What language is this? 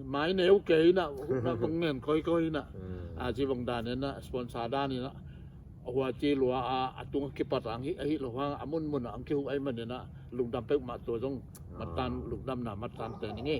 Tedim Chin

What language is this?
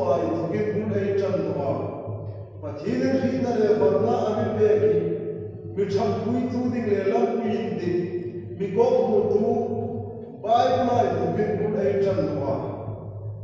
Hmar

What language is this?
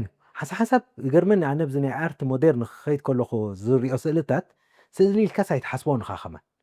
Tigrinya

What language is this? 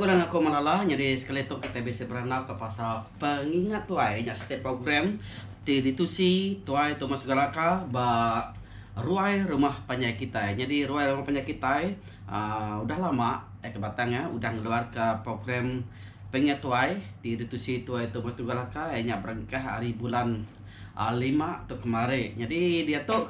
Iban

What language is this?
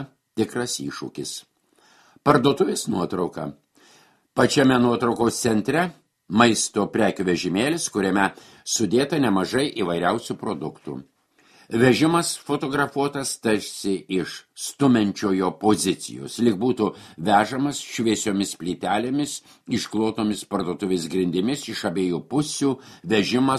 Lithuanian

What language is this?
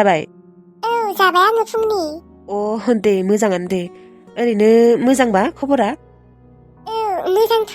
Bodo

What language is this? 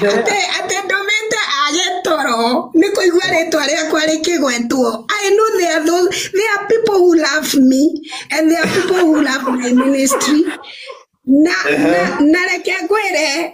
Kikuyu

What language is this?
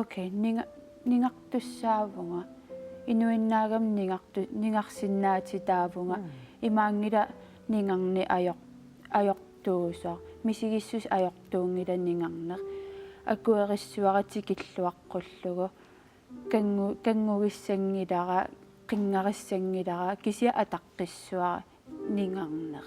Kalaallisut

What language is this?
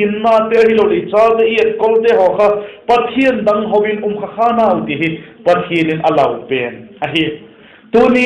Vaiphei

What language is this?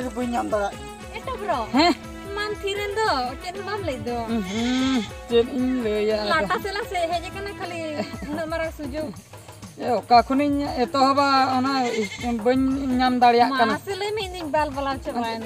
Santali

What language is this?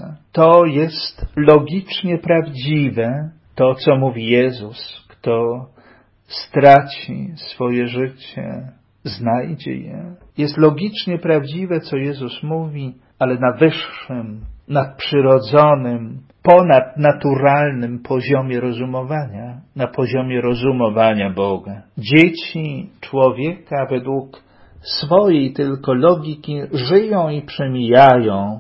Polish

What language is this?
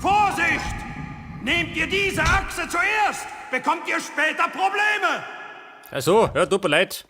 Bavarian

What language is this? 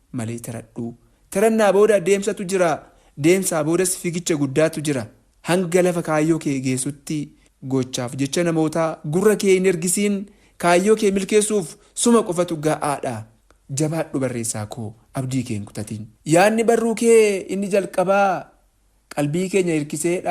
Oromo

